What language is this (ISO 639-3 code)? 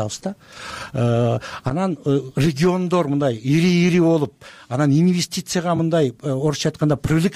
kir